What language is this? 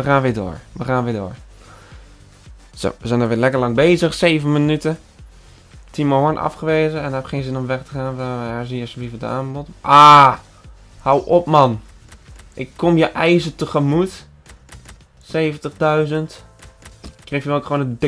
Dutch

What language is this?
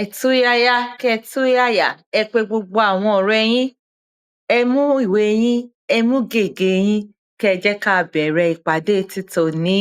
Yoruba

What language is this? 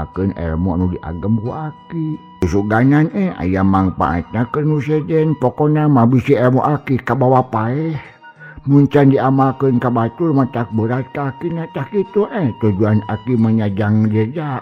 Sundanese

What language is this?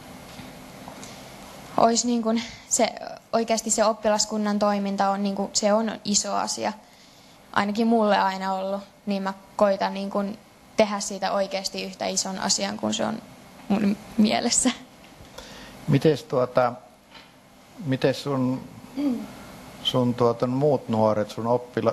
Finnish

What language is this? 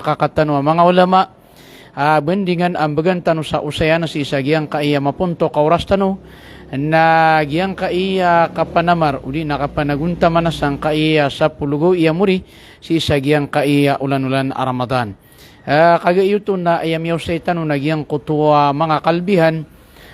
Maranao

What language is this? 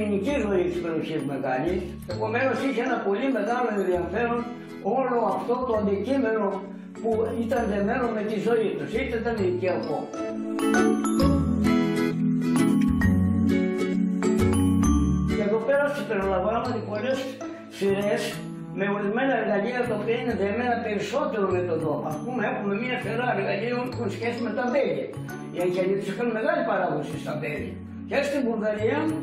Greek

